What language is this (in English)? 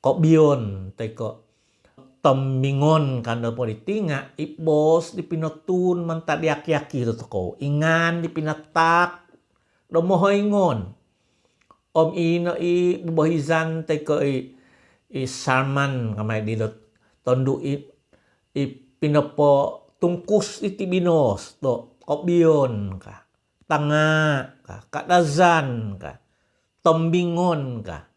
Central Dusun